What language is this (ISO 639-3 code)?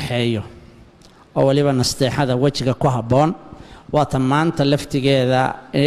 som